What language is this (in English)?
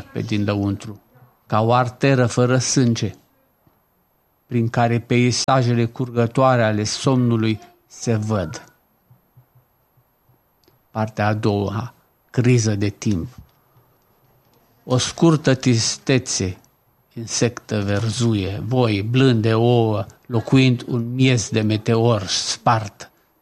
Romanian